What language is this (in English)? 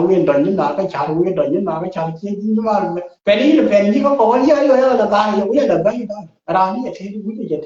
Nuer